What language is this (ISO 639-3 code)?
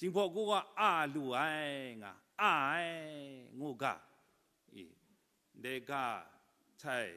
kac